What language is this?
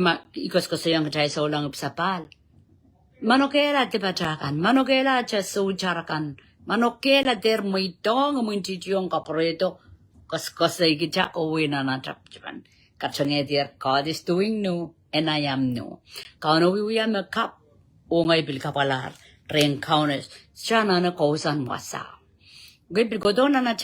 Pohnpeian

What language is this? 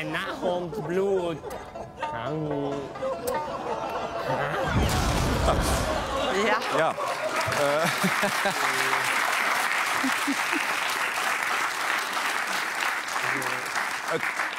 Dutch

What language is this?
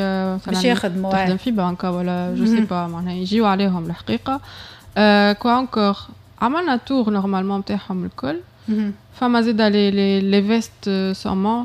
Tunisian Arabic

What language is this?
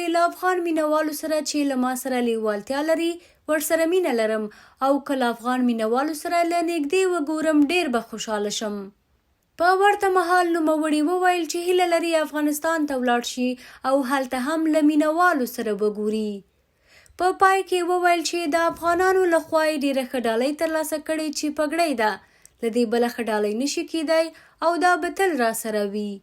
Pashto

